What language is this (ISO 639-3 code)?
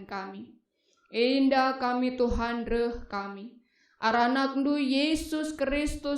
btx